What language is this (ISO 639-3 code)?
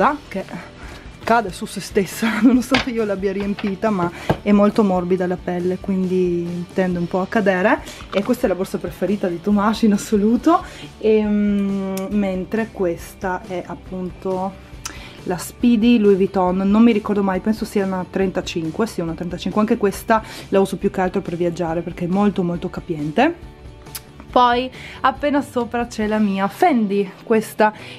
ita